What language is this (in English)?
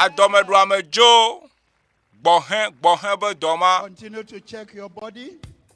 Ewe